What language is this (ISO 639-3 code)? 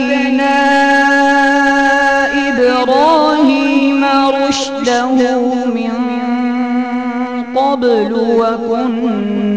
ara